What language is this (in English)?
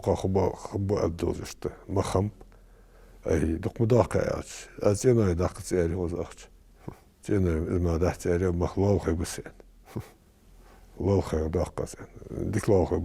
Ingush